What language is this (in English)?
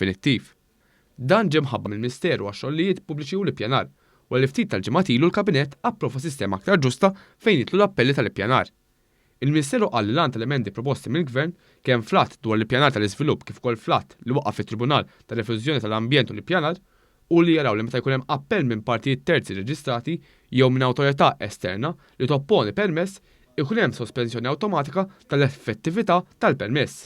Maltese